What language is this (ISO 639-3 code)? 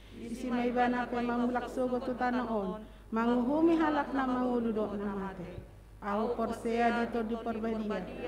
bbc